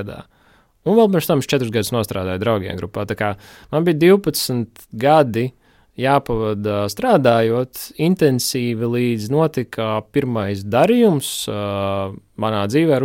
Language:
Latvian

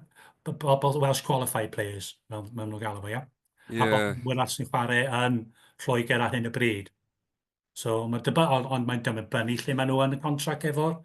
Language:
Welsh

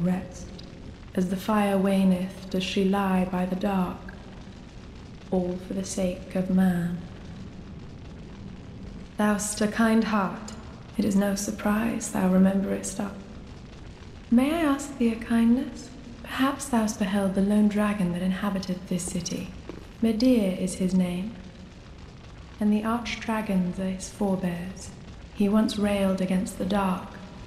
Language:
English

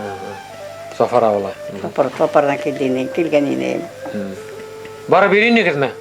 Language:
Bashkir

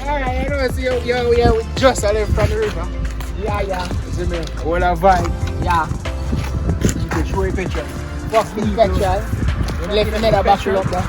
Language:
Jamaican Creole English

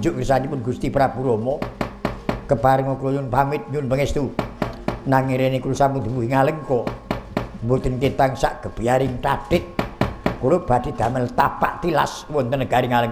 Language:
Javanese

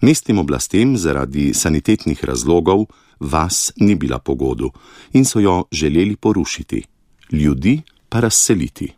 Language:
Slovenian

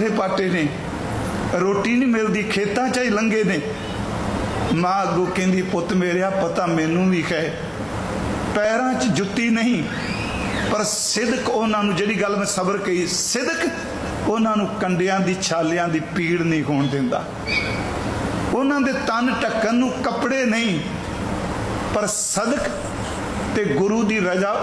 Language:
Punjabi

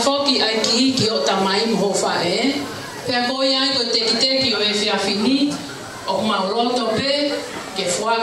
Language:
Tongan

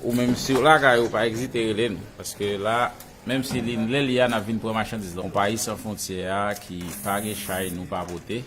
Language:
Haitian Creole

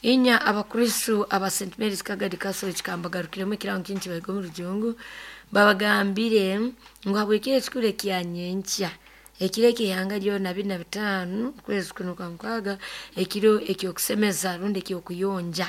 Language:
Nyoro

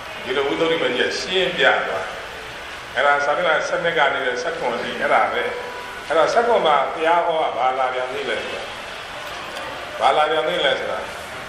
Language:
Burmese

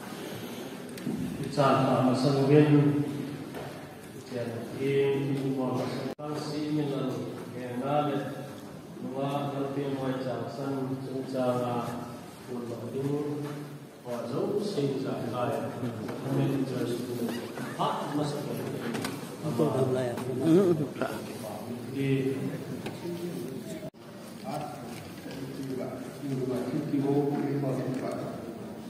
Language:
Vietnamese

